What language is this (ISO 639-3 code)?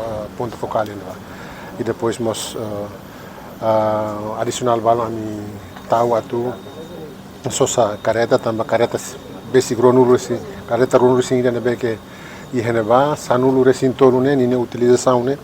tet